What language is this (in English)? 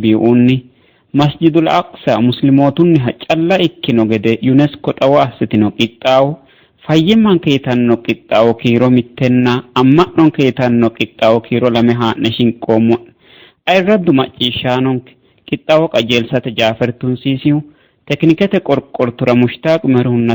Sidamo